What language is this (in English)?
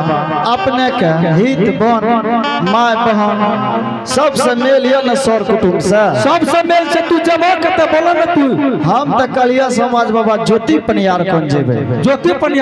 Angika